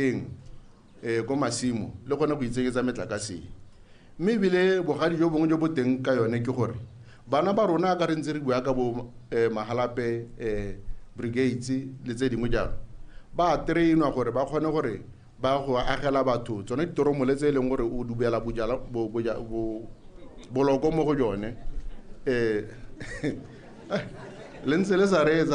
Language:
Tswana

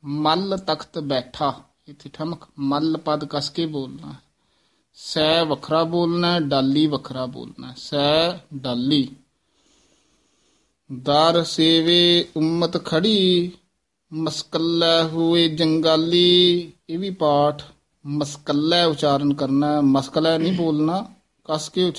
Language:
Punjabi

